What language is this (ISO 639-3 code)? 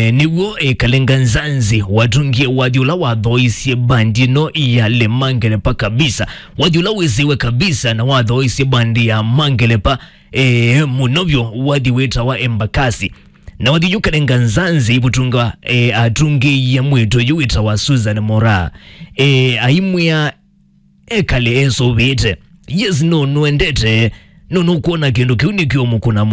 kam